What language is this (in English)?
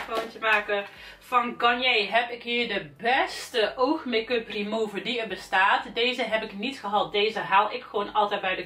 Dutch